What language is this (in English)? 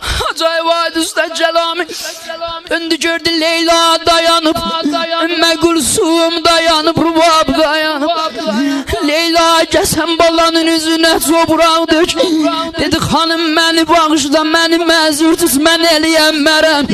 South Azerbaijani